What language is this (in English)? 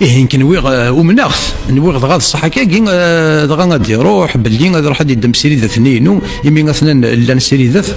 Kabyle